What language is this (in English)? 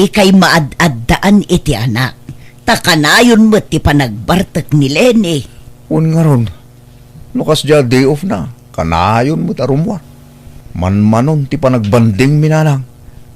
Iloko